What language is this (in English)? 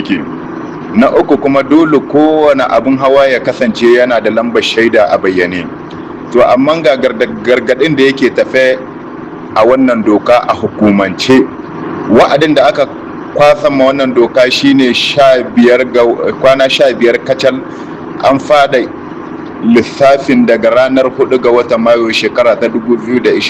Hausa